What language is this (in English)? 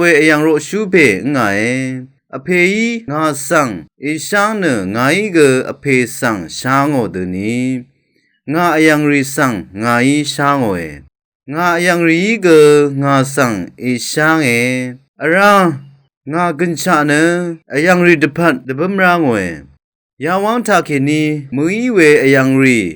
Rawang